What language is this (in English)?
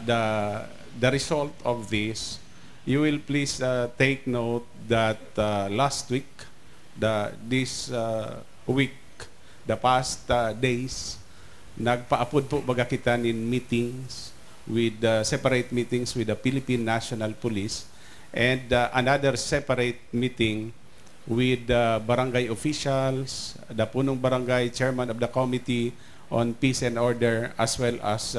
Bikol